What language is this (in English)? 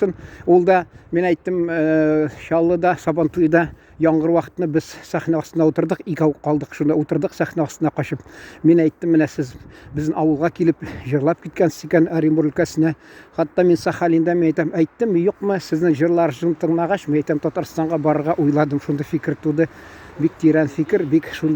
Tatar